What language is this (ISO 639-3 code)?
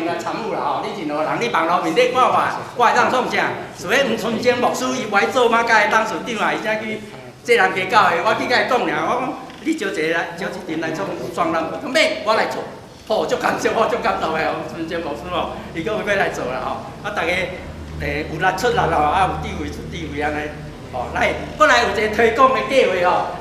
nan